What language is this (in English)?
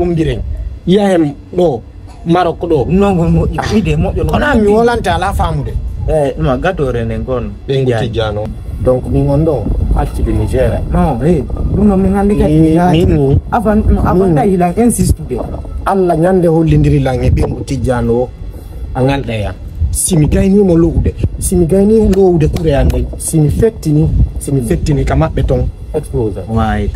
Fula